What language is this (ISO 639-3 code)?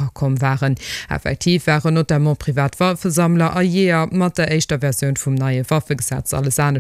ltz